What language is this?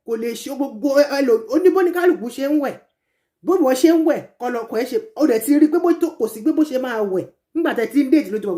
Yoruba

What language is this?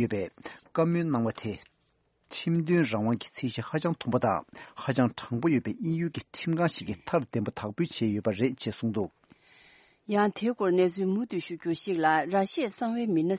Tibetan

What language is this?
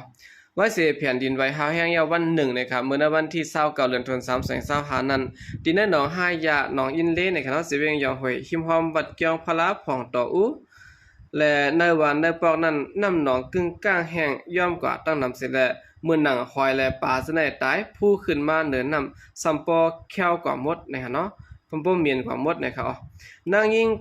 Shan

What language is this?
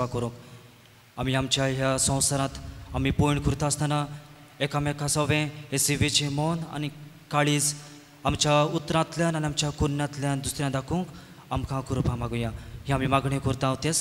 Konkani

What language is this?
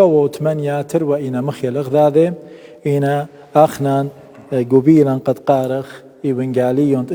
Assyrian Neo-Aramaic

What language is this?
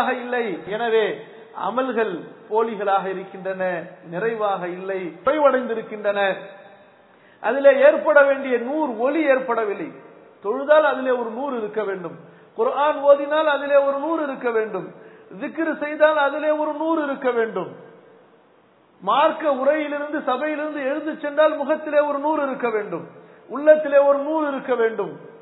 Tamil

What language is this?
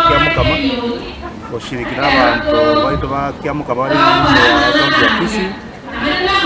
Gusii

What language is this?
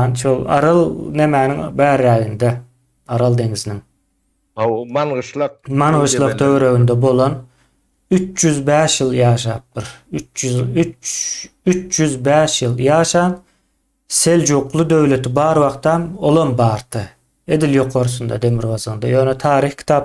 Turkmen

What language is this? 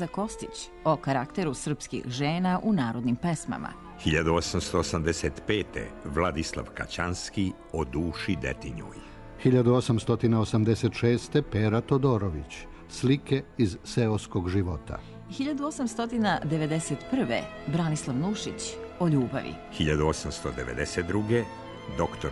Serbian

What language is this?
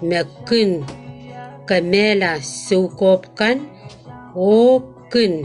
Pohnpeian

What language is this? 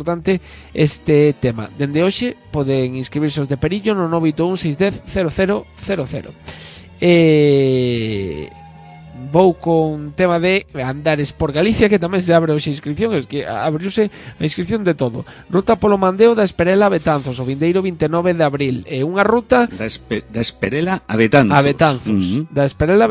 Galician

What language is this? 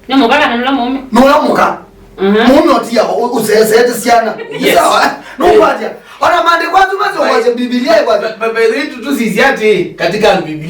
Kamba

